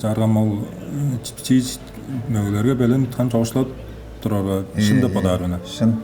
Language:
Tuvinian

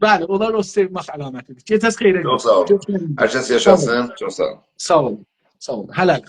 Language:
South Azerbaijani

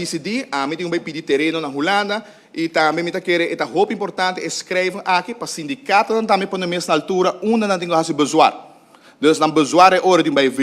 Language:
Papiamento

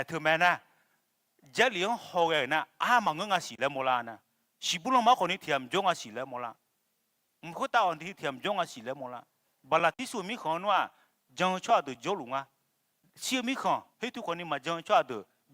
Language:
Akha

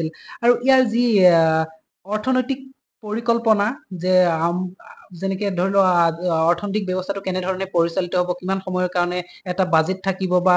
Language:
Assamese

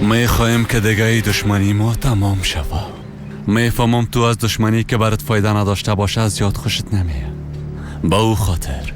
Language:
Persian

